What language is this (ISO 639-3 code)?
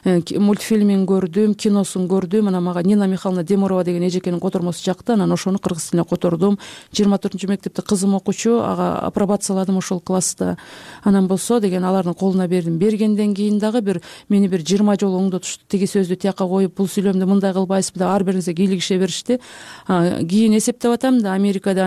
kir